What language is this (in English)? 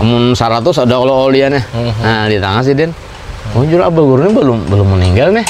Banjar